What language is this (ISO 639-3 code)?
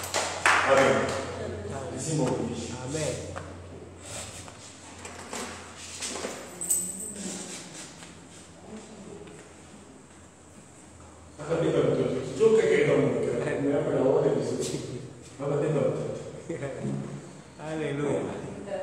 swa